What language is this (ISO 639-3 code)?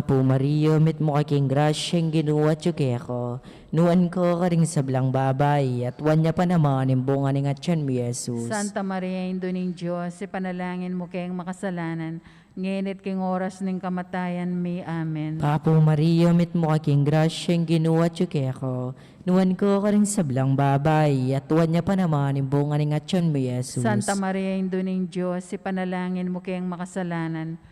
pam